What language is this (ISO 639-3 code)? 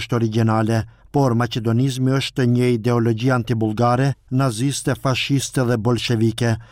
sqi